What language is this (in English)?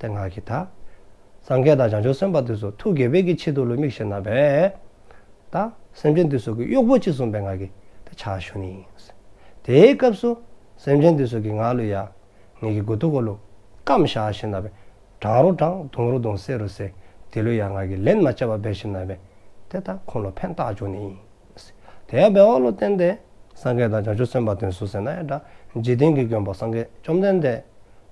Dzongkha